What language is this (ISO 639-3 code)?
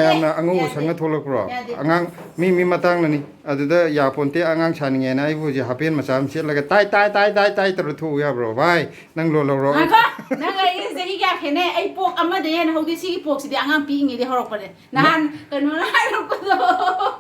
mni